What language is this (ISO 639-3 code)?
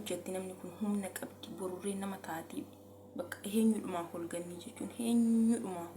orm